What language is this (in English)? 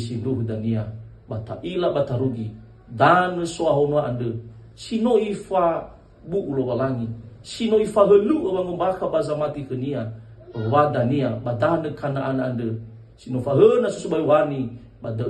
Nias